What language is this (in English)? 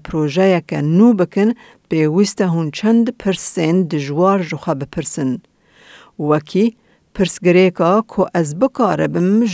Kurdish